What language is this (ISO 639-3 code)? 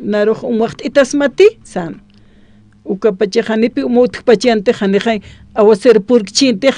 aym